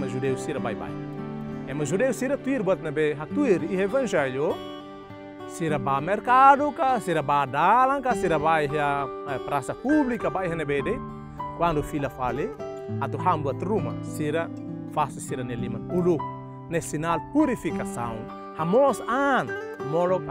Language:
Tetum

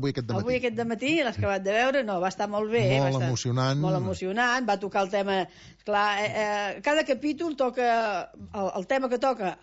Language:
Catalan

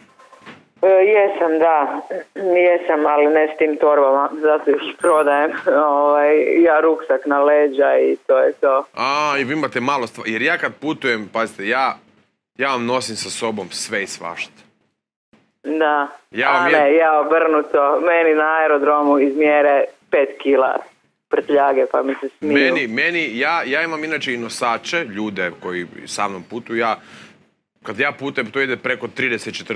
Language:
Croatian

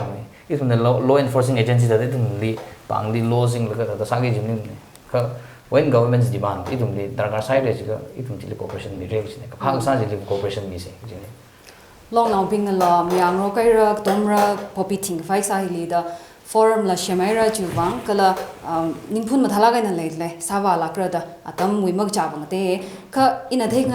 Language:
Tangkhul Naga (India)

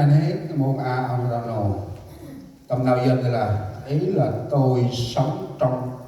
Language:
Central Mnong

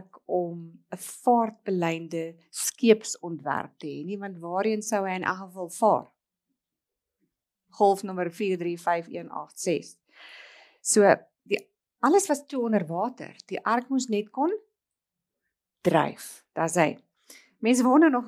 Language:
Afrikaans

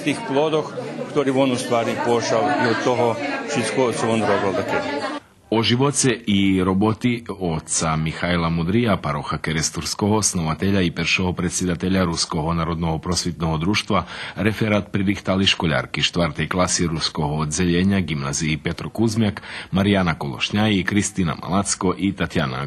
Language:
Rusyn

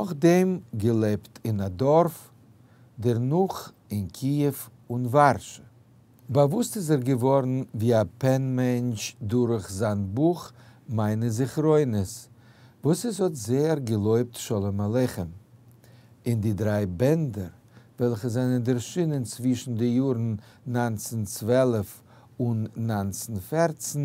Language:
Yiddish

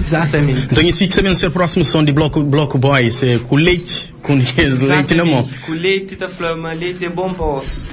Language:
Kabuverdianu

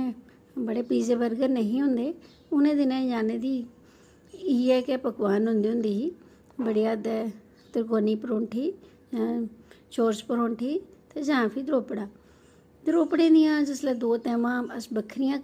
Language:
Dogri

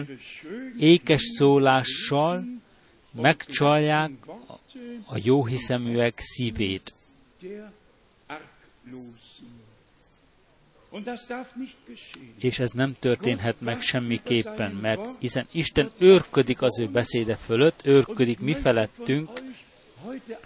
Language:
Hungarian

